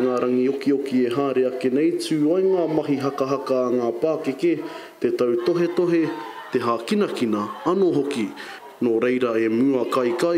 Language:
Māori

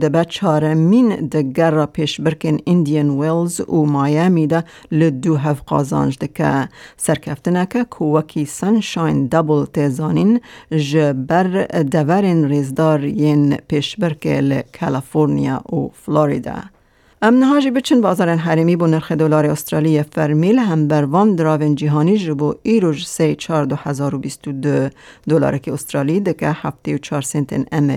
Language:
Kurdish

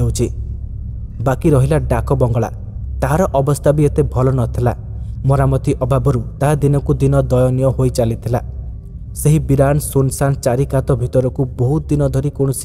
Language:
Odia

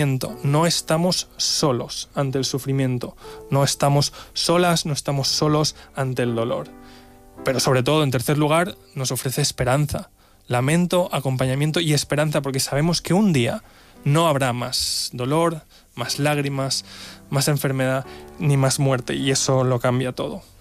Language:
Spanish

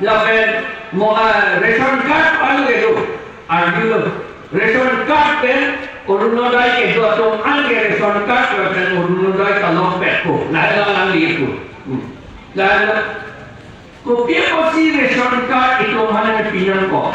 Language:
Karbi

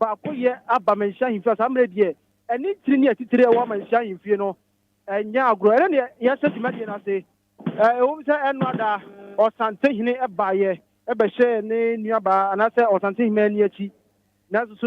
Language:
Akan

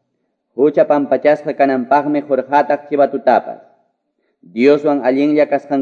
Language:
Quechua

